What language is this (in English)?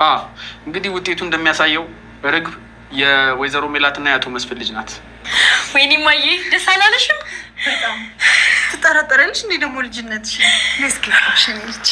Amharic